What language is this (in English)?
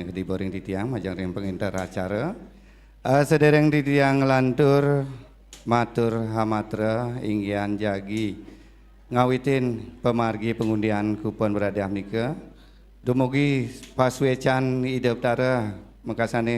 Balinese